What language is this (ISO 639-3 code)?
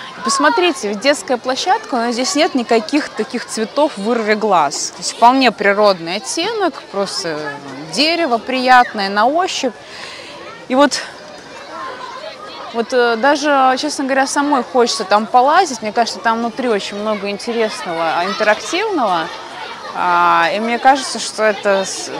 rus